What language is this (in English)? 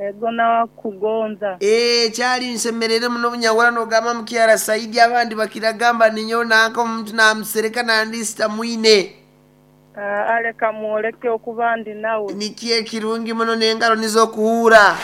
Nyoro